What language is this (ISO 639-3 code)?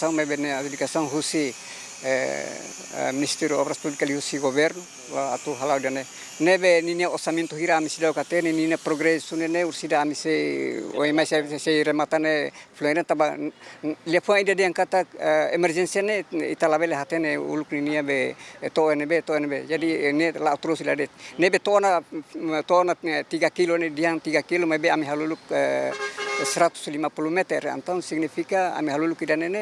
tet